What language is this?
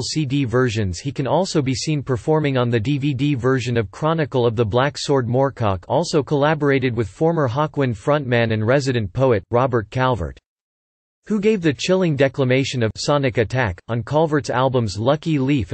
English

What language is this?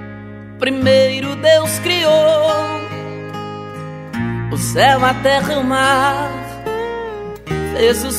Portuguese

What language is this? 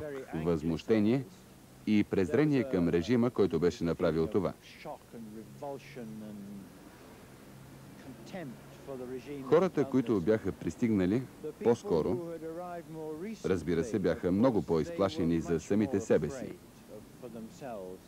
Bulgarian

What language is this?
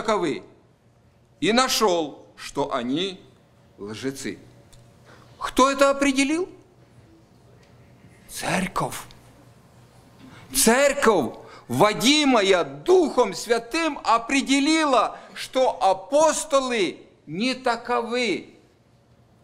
Russian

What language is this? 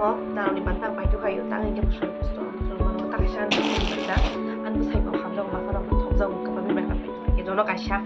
Kok Borok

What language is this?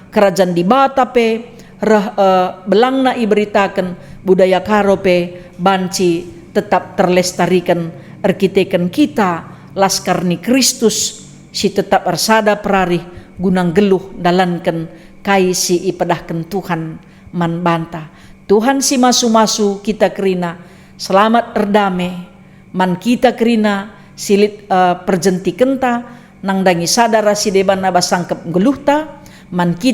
Batak Karo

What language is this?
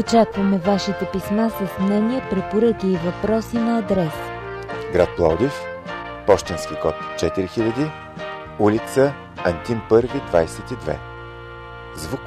Bulgarian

